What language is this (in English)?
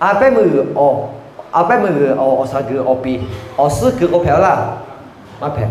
Lahu